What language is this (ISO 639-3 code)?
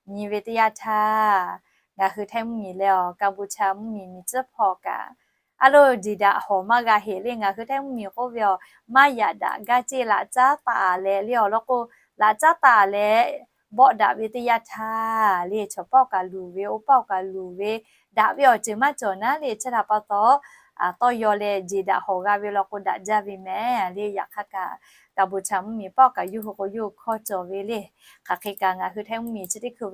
lhu